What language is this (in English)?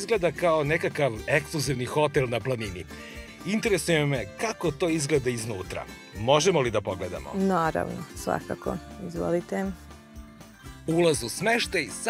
Serbian